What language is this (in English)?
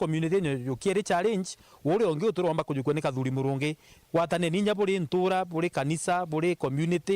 Meru